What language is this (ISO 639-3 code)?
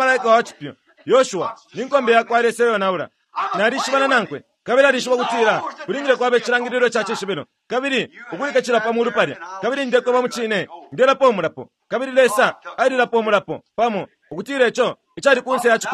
bem